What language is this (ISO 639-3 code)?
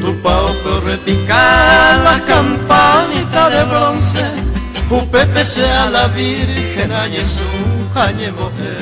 grn